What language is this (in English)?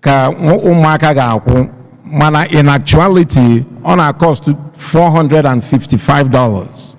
Igbo